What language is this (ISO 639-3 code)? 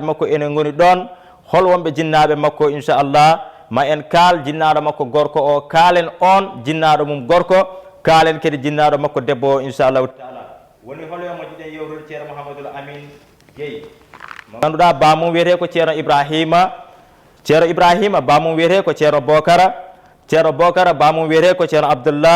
ful